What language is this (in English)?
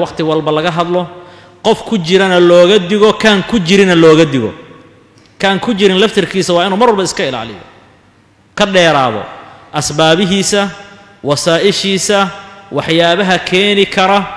Somali